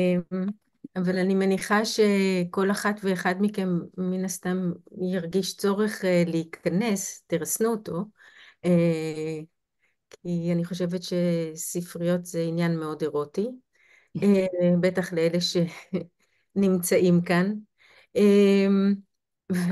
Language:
Hebrew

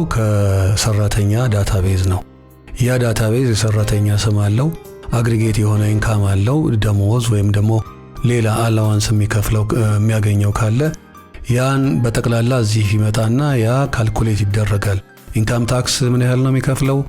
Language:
Amharic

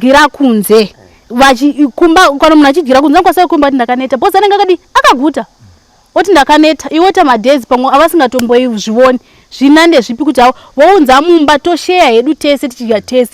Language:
Shona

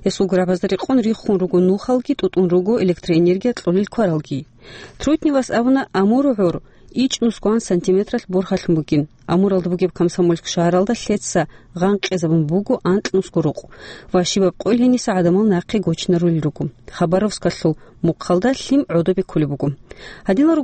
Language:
Avaric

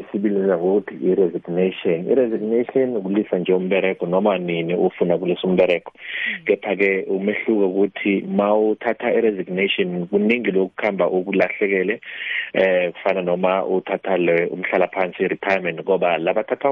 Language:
South Ndebele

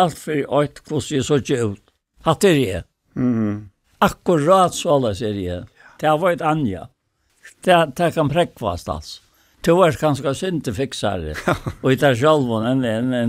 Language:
Faroese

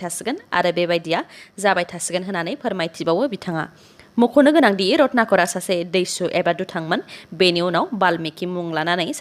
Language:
Bodo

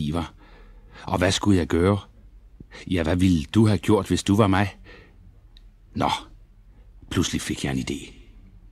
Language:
Danish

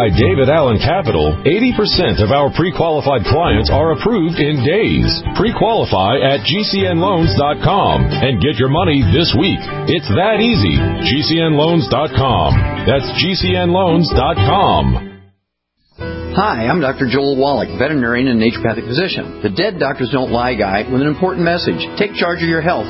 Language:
English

